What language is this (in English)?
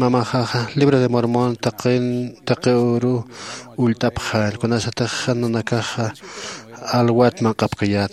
Aymara